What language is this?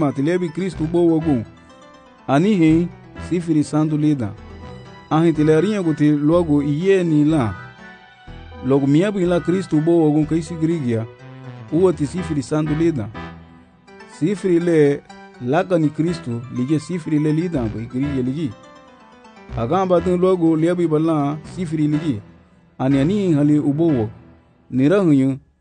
Garifuna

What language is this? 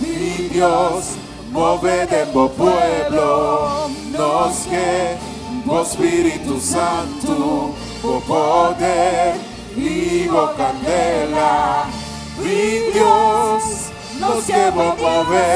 Papiamento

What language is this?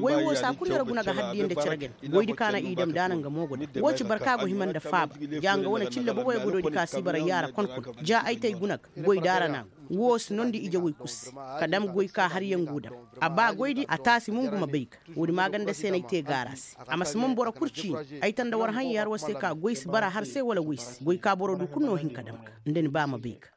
Koyraboro Senni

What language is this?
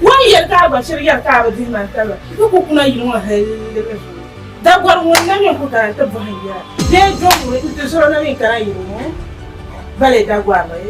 Dagbani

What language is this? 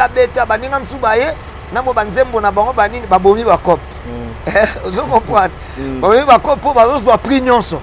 Lingala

